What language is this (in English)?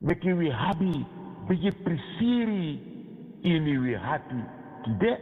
Sranan Tongo